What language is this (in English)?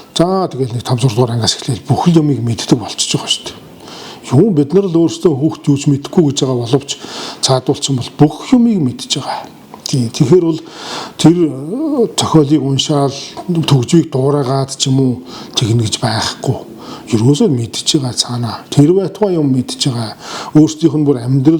Mongolian